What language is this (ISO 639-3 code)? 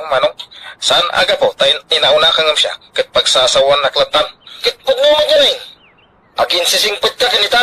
ilo